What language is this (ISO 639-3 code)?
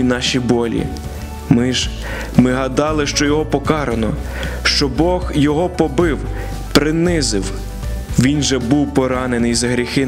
ukr